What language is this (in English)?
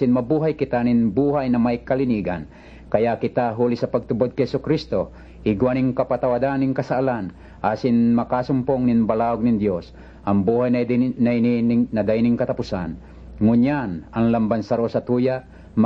Bikol